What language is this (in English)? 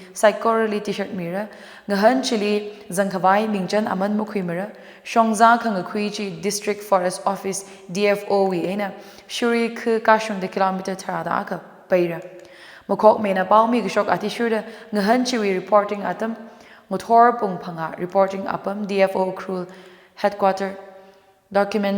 Tangkhul Naga (India)